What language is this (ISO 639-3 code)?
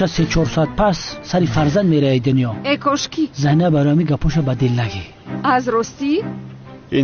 tgk